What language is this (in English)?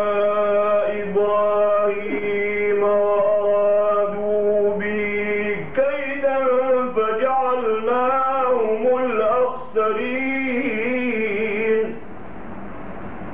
Arabic